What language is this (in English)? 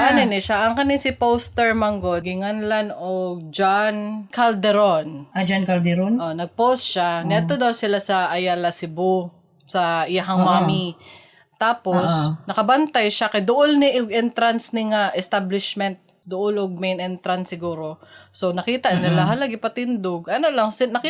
Cebuano